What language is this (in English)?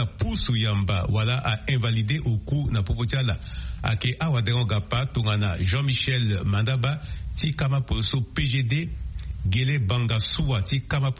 Sango